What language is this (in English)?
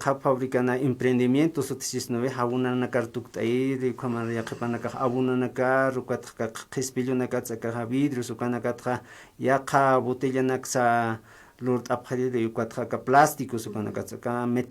Aymara